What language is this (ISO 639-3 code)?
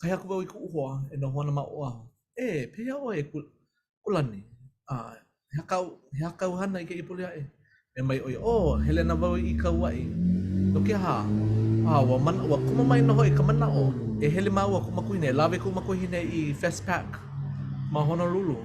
haw